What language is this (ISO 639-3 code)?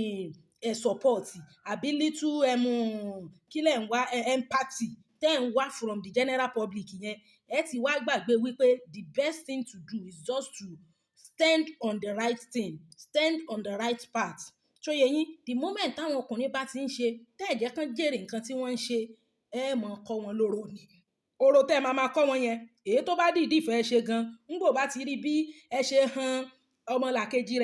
yor